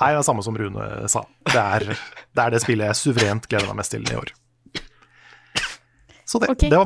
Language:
Norwegian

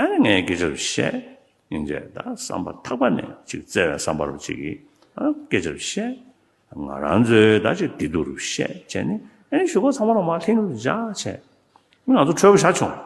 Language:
Tibetan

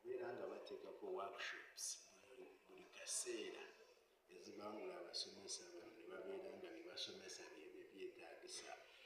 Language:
Ganda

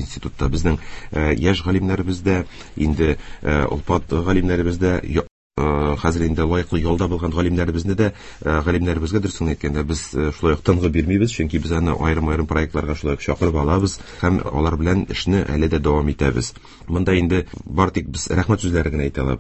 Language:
Tatar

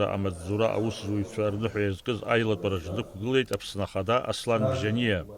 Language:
Abkhazian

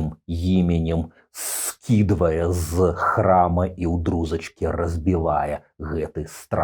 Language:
Belarusian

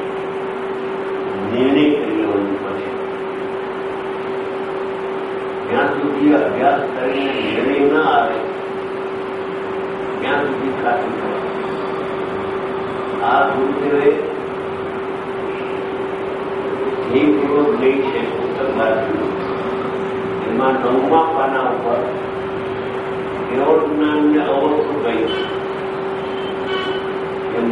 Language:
Gujarati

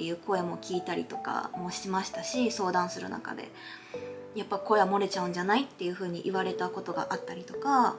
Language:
Japanese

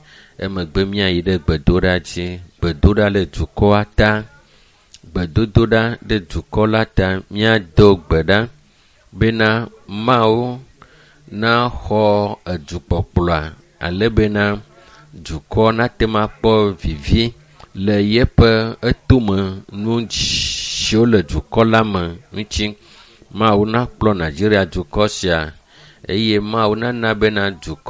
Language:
Ewe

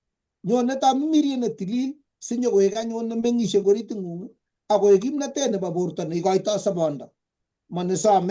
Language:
Kalenjin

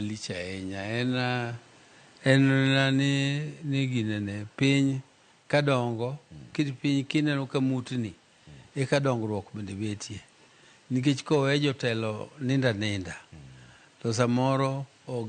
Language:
Luo (Kenya and Tanzania)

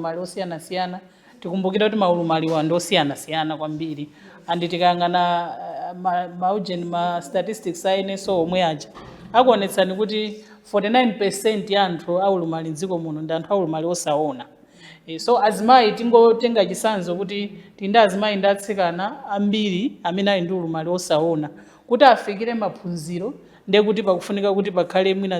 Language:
Nyanja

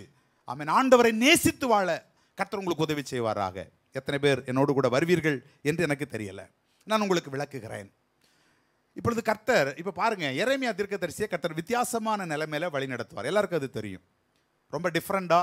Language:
Tamil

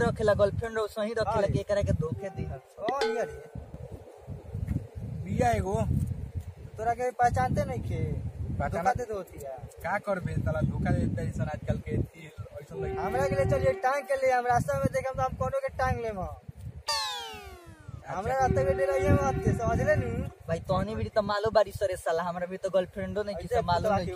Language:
Bhojpuri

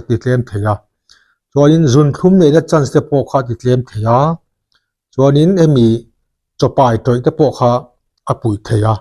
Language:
Mizo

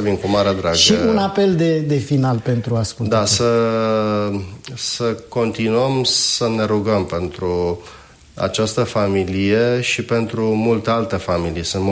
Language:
Romanian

